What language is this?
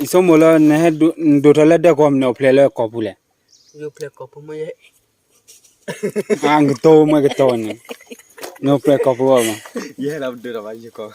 S'gaw Karen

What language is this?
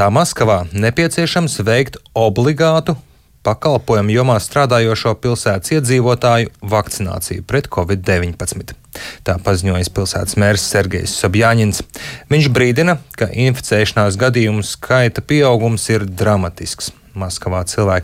Latvian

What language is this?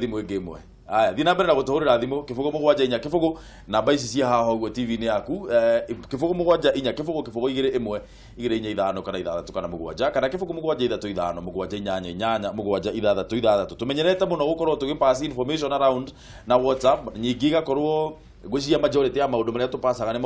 Kikuyu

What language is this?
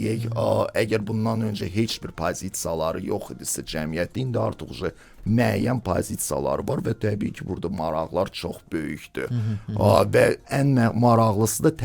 Azerbaijani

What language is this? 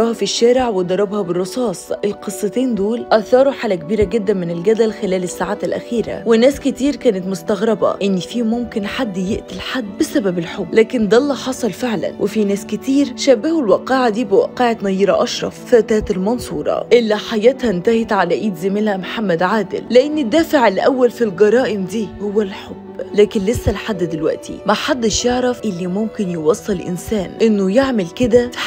Egyptian Arabic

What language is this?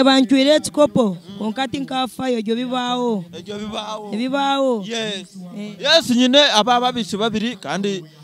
Nyankole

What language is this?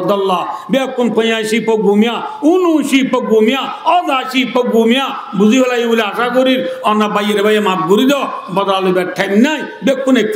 Rohingya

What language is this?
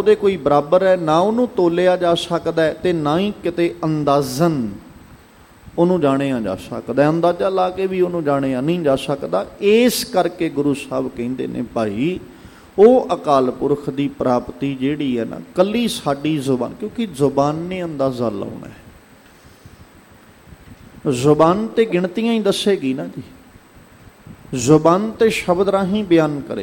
Punjabi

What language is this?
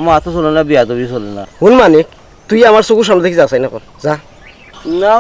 Sylheti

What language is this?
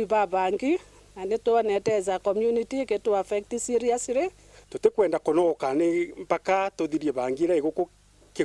Meru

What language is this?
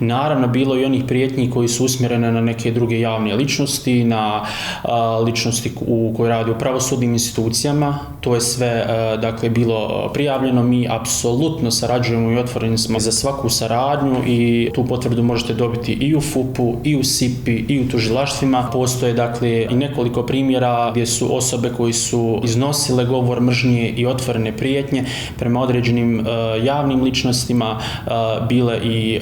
Bosnian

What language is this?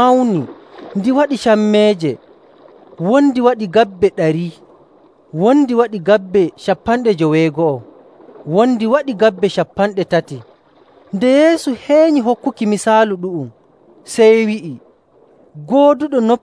Nigerian Fulfulde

